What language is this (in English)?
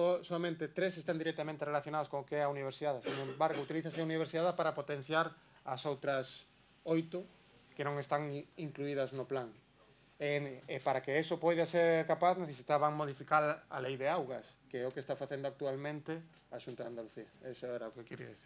Galician